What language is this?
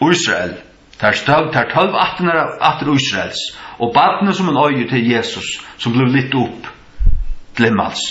Faroese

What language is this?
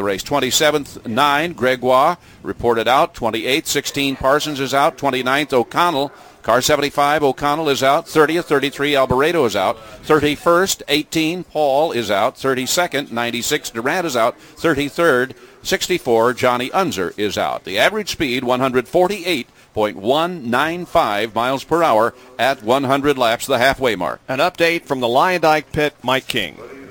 English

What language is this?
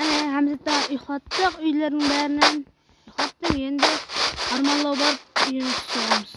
Kara-Kalpak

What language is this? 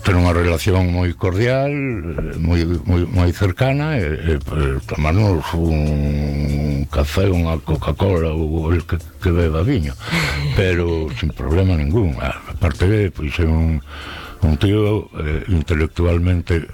Galician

